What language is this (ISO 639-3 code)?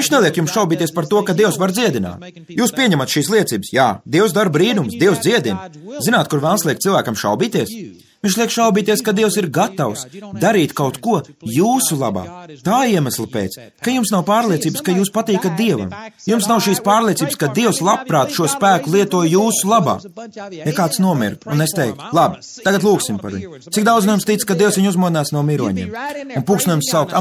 lav